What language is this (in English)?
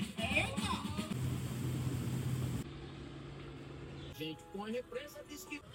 Portuguese